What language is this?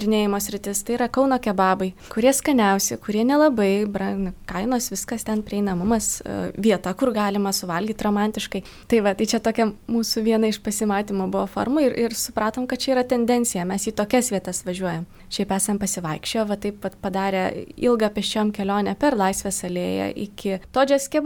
Lithuanian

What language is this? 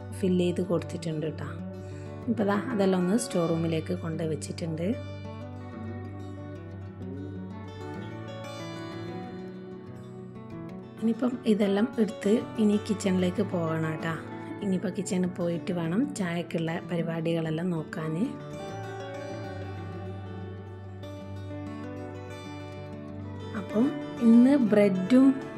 Malayalam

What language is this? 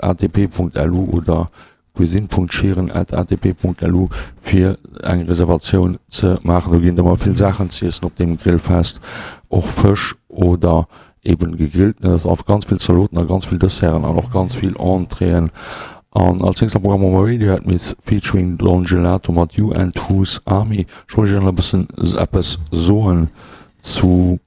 Luxembourgish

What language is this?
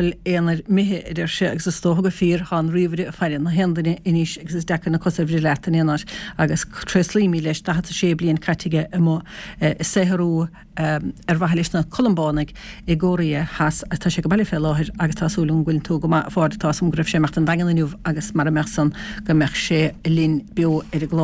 Irish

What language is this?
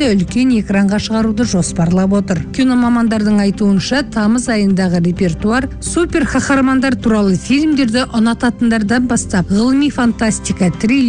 Kazakh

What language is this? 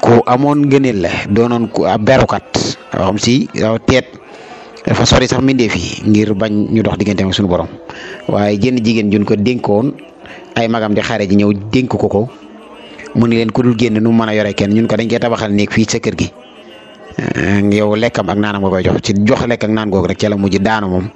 Wolof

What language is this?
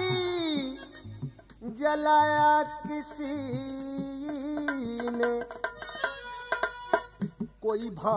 Bhojpuri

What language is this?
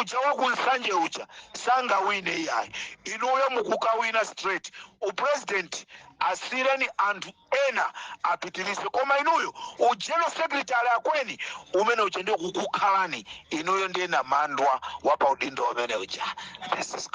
Nyanja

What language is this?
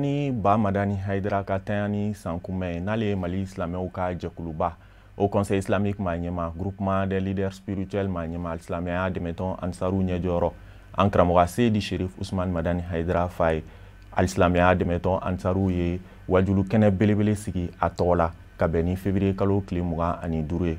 Bambara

